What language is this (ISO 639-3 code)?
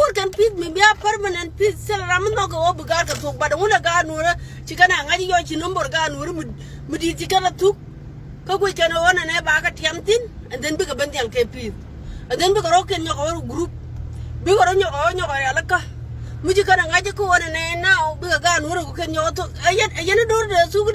nus